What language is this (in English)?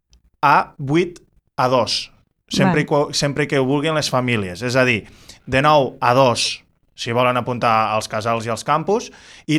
Catalan